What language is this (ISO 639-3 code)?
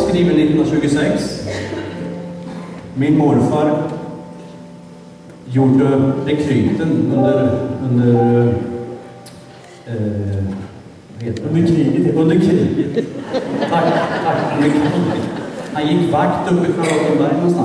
swe